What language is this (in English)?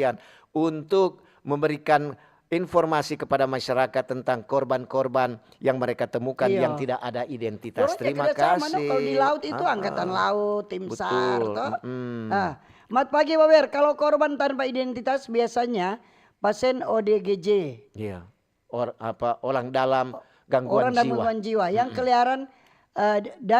Manado Malay